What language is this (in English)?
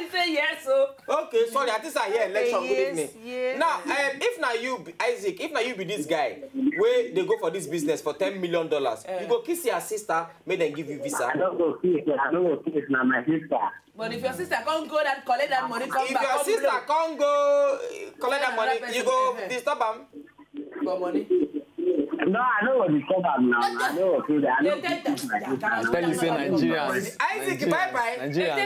Nigerian Pidgin